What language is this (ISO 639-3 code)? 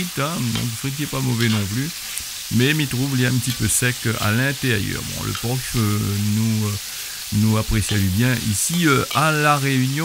rcf